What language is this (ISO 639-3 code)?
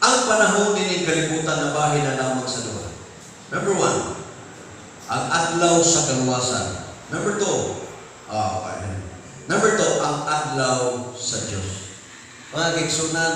ceb